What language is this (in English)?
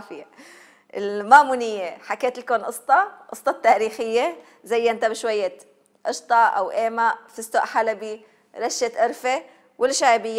Algerian Arabic